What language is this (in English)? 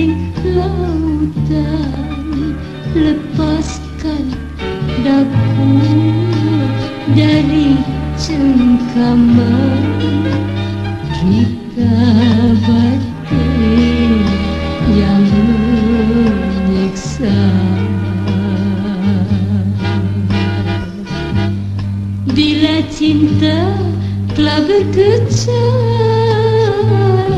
Malay